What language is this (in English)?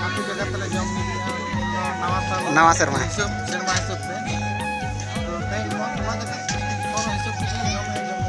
Santali